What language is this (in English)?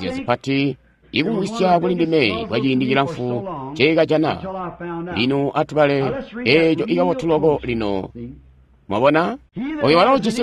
Tonga (Zambia)